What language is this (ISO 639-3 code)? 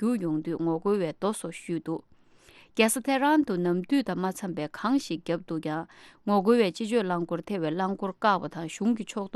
bod